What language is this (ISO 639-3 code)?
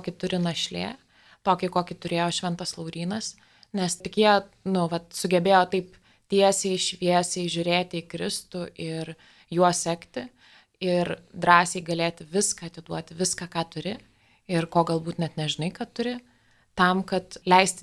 lit